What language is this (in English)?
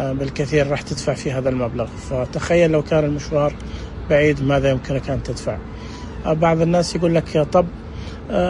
Najdi Arabic